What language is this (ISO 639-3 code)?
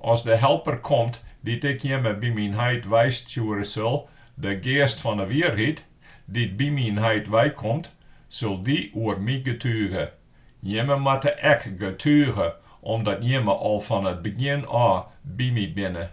fry